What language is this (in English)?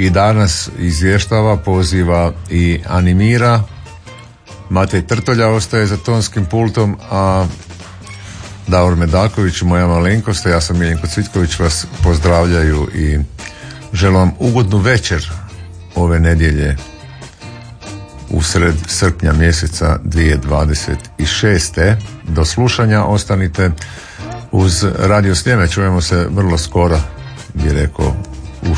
Croatian